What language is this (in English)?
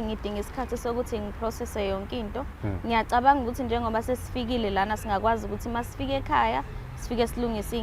Zulu